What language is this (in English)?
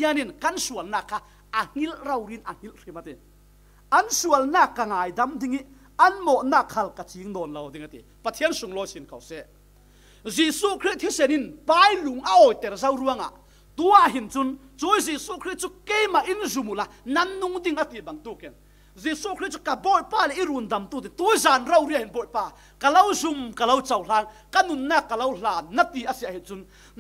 Falam Chin